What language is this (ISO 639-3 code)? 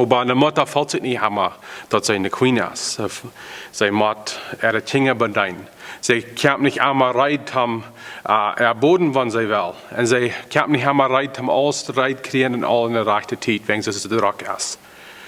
pdt